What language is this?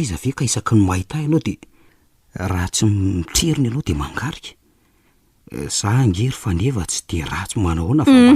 Malagasy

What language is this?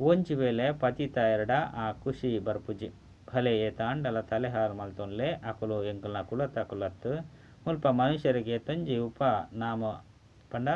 Tulu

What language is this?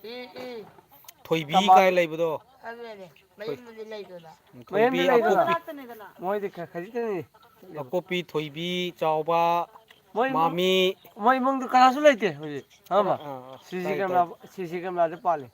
Manipuri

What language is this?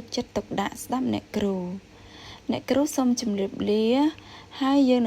Khmer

